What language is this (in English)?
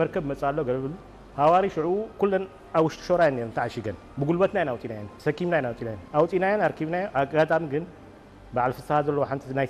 Tigrinya